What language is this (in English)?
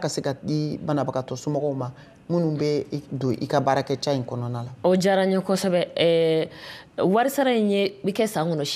Bambara